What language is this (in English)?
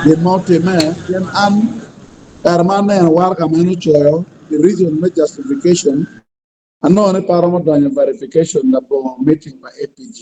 Acoli